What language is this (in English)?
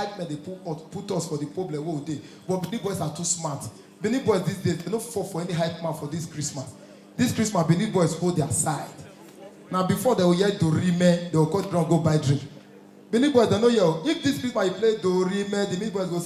Nigerian Pidgin